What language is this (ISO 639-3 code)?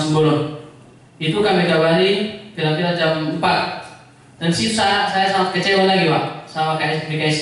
ind